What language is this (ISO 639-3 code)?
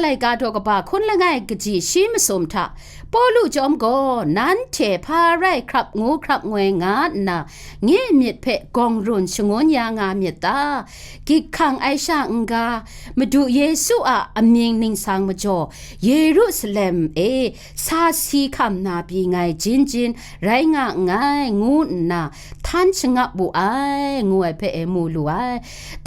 kac